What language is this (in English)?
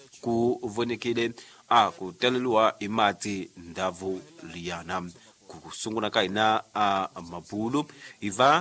Tsonga